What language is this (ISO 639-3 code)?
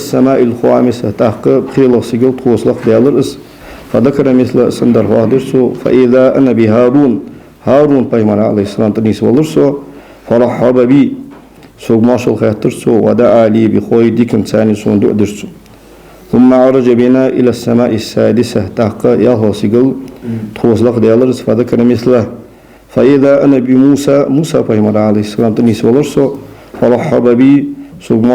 inh